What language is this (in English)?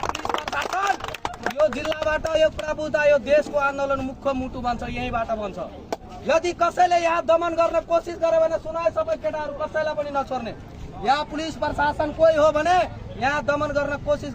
Nepali